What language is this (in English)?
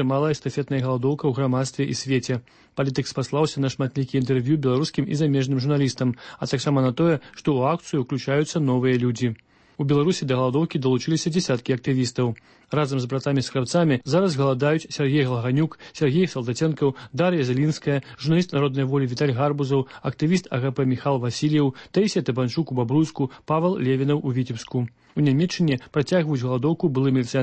Belarusian